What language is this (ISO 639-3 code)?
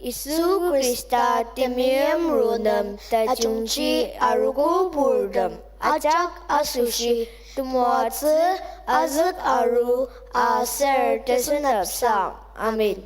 njo